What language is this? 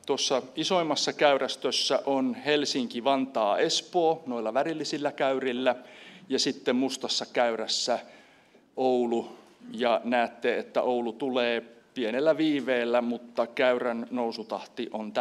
Finnish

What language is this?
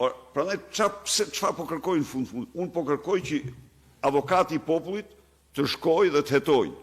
Albanian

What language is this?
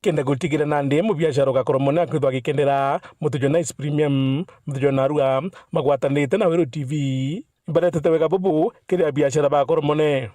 Meru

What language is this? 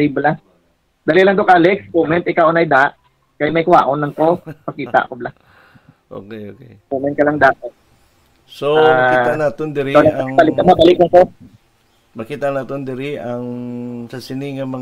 Hiligaynon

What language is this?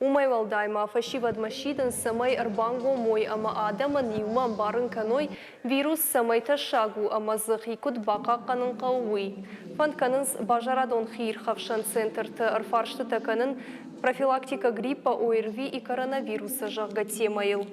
Ossetic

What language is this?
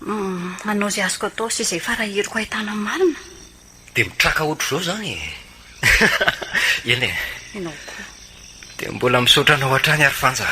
Malagasy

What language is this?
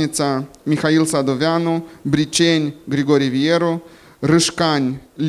Romanian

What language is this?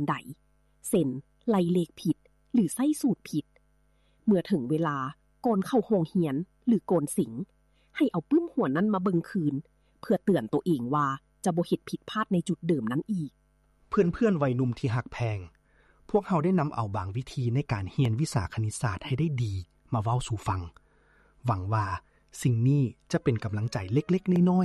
Lao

